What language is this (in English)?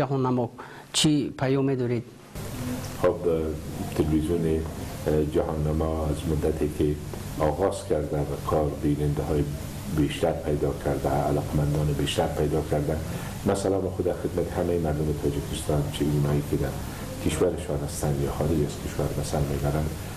Persian